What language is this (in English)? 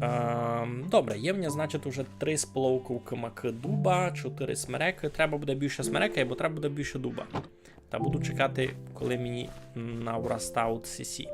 Rusyn